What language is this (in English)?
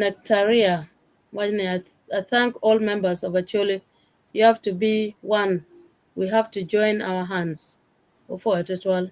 Acoli